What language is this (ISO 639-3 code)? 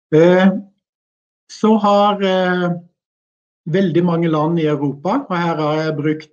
nor